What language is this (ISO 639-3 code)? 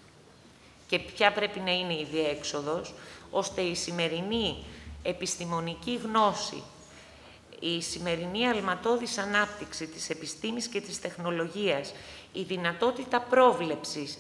ell